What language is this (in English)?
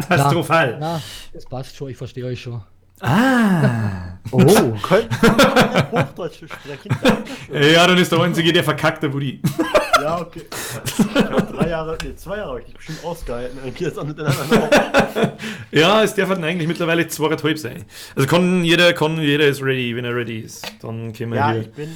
Bavarian